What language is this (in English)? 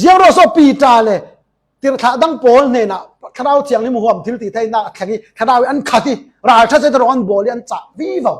Falam Chin